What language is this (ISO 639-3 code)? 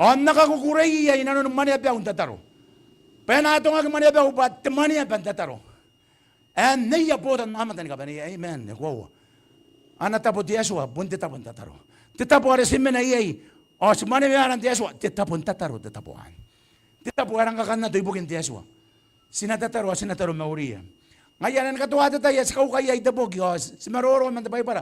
gil